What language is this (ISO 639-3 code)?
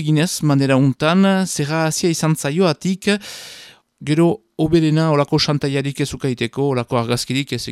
eus